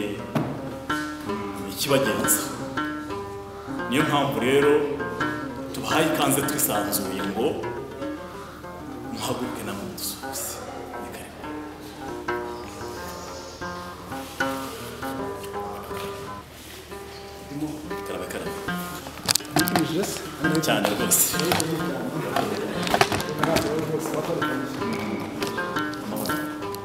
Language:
Kinyarwanda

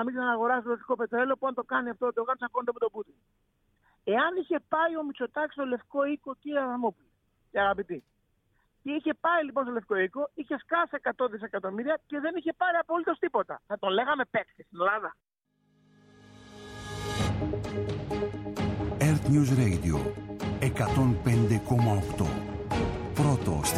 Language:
Greek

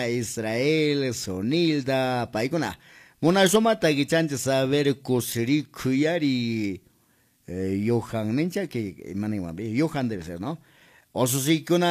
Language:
Quechua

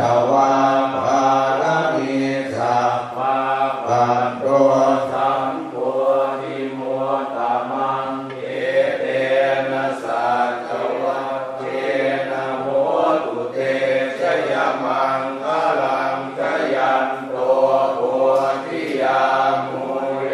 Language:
Pali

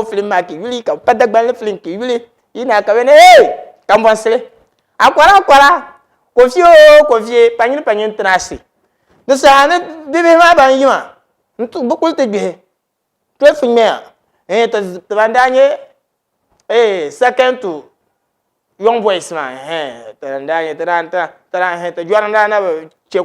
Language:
Dagbani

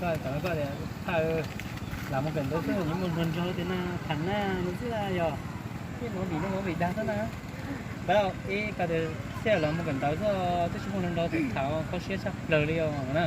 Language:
Hmong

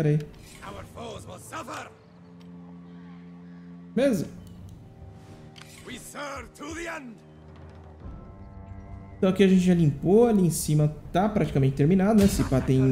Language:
Portuguese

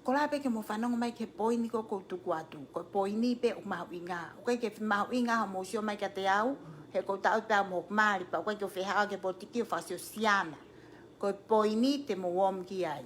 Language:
Tongan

